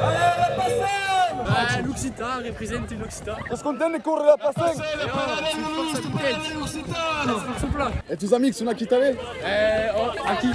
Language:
Occitan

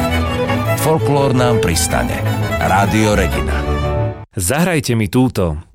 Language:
Slovak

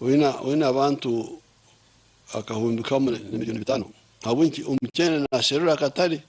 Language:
Nyankole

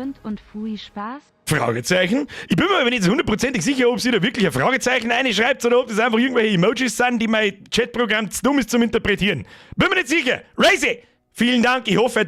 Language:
Bavarian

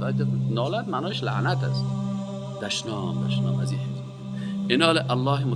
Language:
Tajik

